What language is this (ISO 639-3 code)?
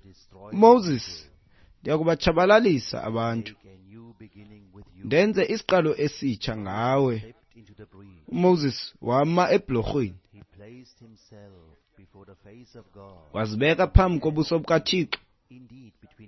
xho